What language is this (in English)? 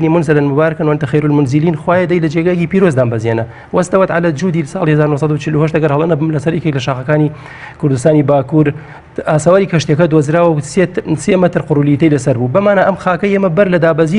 Central Kurdish